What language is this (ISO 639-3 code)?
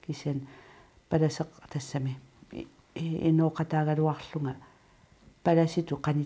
kal